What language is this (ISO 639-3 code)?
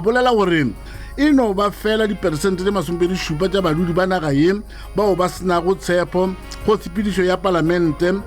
nso